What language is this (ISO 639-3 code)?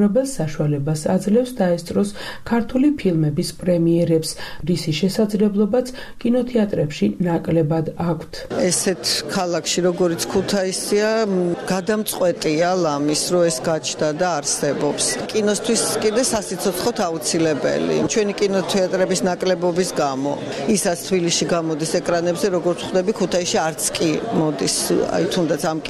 kat